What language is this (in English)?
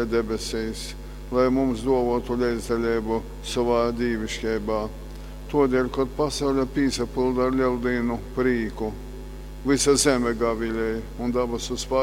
Latgalian